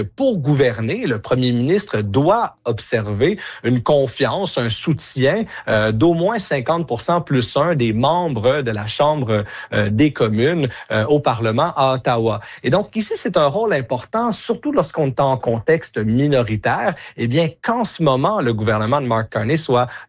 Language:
French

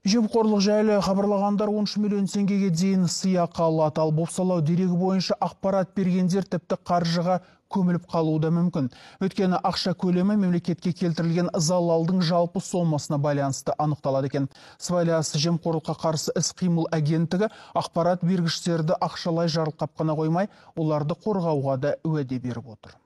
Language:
Kazakh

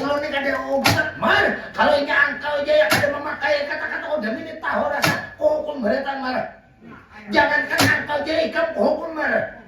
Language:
Banjar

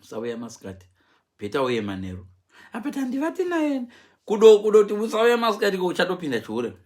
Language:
Shona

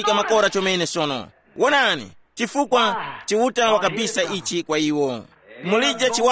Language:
Tumbuka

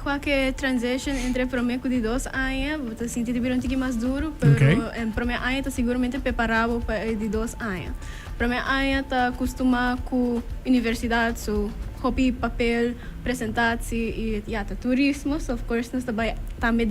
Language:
Papiamento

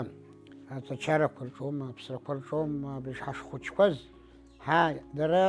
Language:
Abkhazian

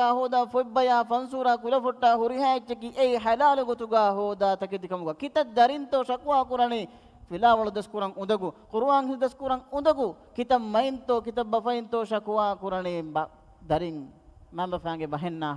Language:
Divehi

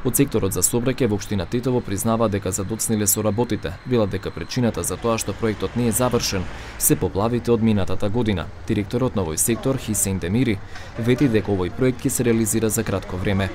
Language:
Macedonian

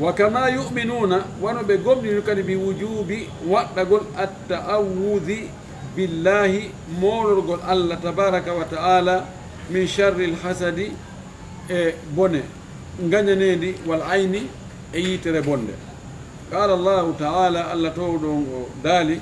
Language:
Fula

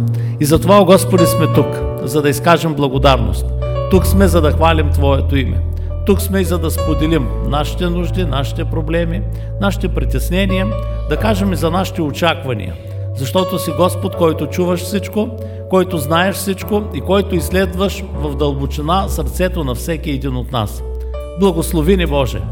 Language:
Bulgarian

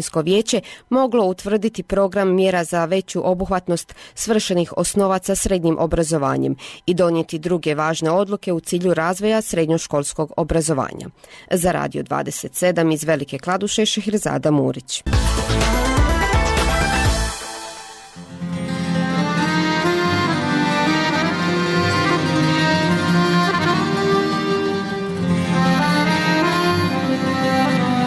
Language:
Bosnian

